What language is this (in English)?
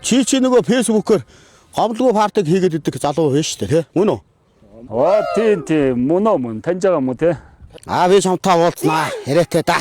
Mongolian